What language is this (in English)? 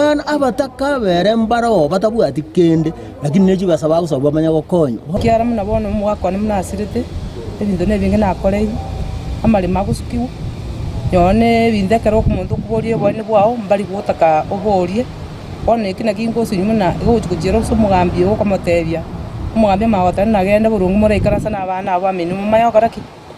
Gusii